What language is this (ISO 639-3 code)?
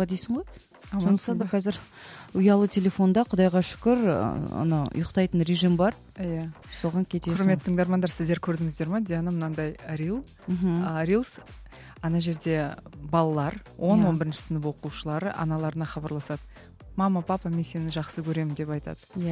kaz